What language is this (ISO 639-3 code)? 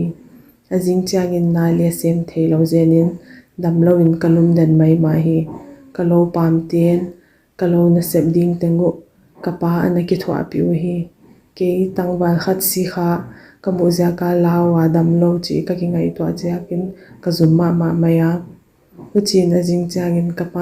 pck